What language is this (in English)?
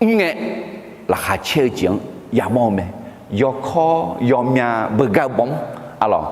Akha